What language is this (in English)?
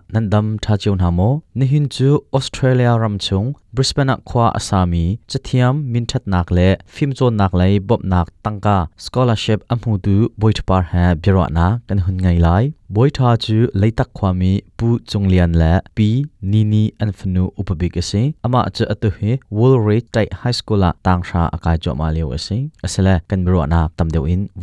Hakha Chin